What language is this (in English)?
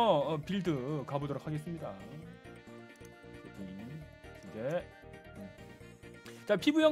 Korean